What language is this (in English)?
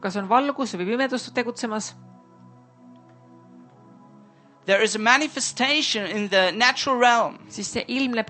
Estonian